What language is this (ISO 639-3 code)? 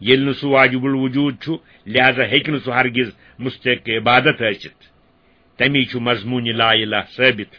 kas